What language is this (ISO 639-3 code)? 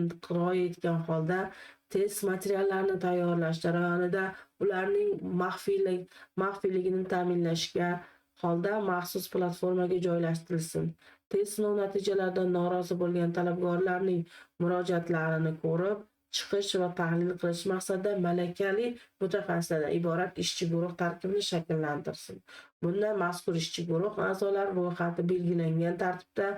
uzb